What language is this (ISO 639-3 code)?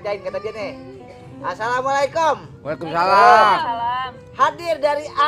bew